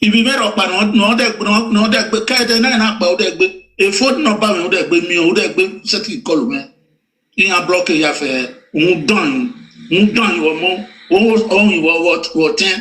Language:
Nigerian Pidgin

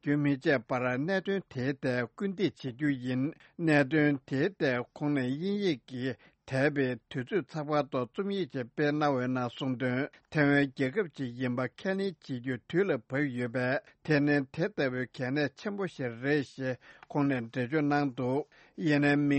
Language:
Tibetan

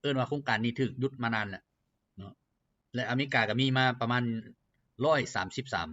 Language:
Lao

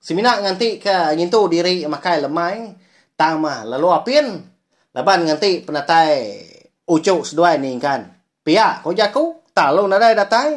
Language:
Iban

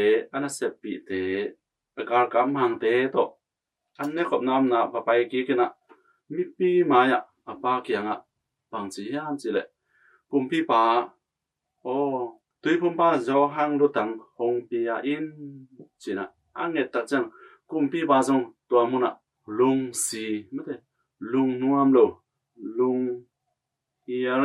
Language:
Tedim Chin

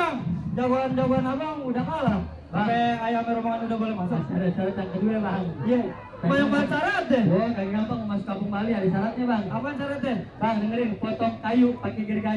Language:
Betawi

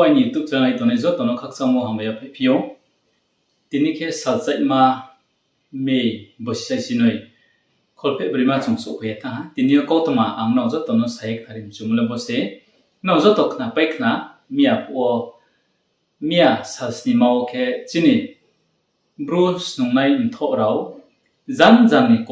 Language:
Riang (India)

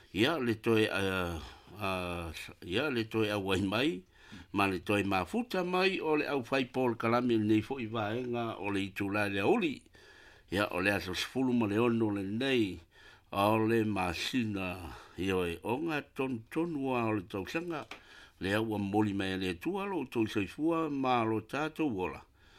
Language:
Samoan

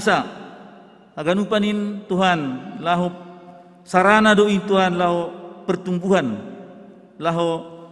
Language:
Batak Simalungun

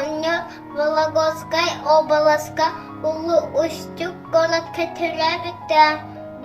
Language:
Yakut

